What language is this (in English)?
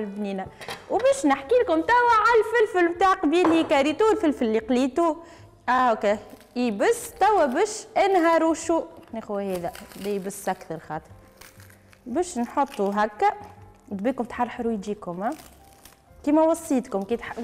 Tunisian Arabic